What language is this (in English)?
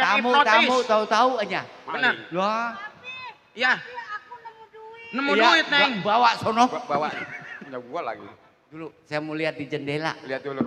Betawi